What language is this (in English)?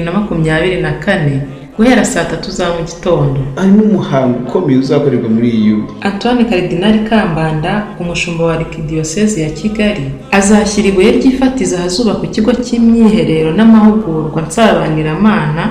Kinyarwanda